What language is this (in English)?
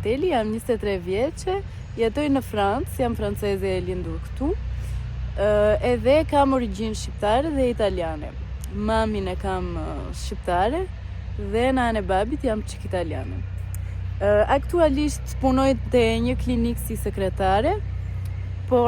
Albanian